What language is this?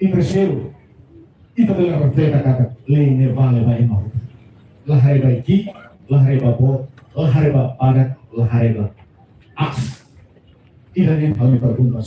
Tetum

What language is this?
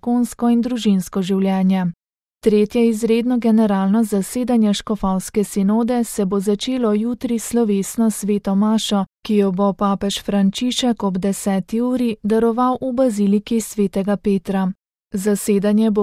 Slovenian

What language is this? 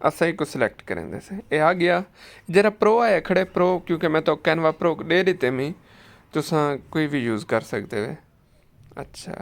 Saraiki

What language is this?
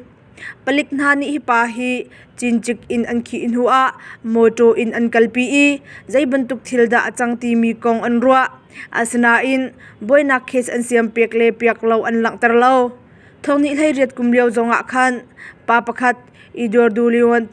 Hakha Chin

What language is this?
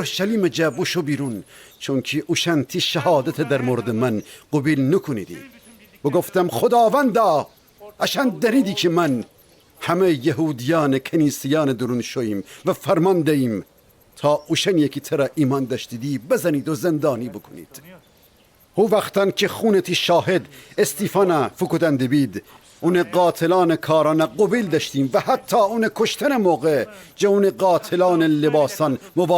Gilaki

